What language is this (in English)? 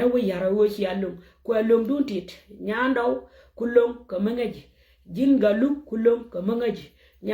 Nuer